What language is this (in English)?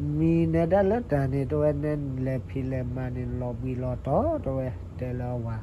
S'gaw Karen